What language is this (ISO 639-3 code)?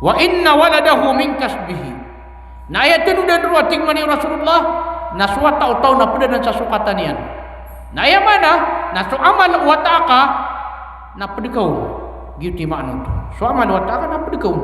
mrw